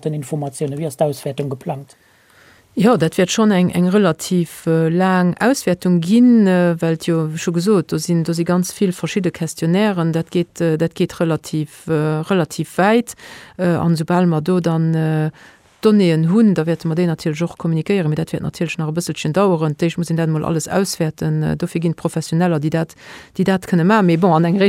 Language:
Luxembourgish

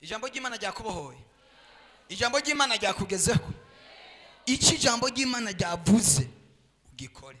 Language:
Rundi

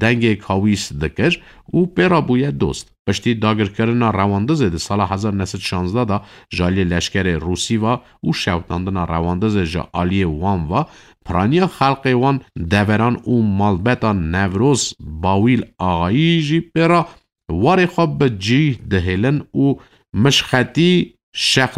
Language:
Kurdish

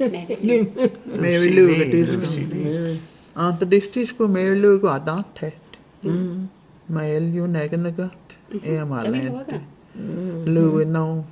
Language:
Cherokee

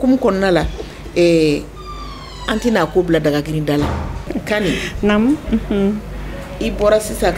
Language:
Bambara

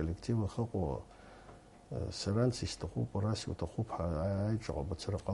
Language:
Abkhazian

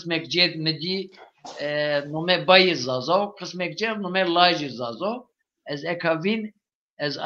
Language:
Zaza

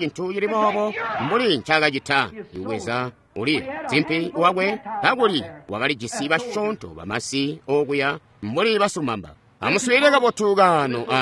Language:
Tonga (Zambia)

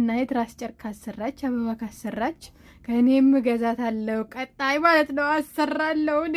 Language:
Amharic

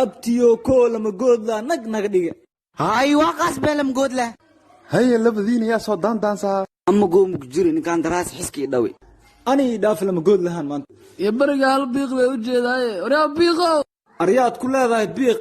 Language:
Somali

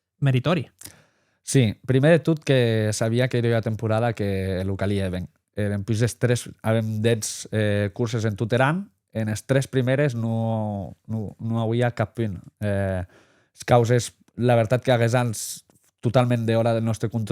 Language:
Occitan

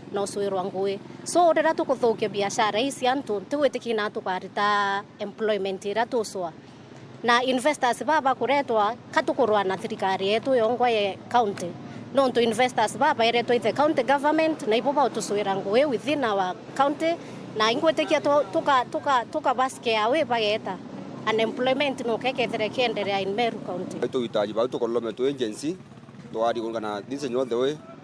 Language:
Meru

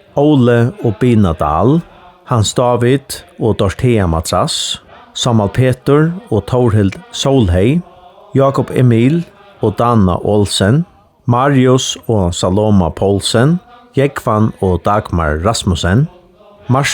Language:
Faroese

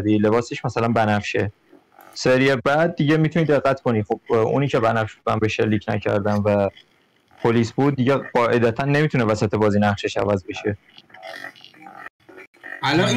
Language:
Persian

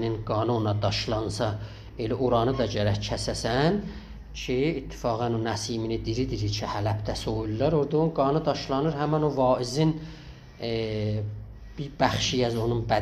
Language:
South Azerbaijani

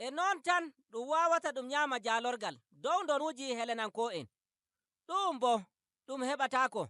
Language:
Nigerian Fulfulde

